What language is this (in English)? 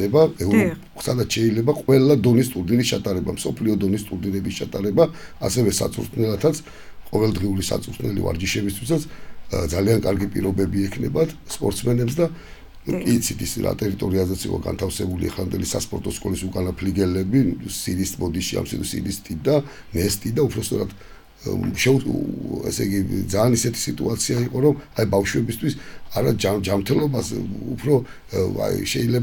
Georgian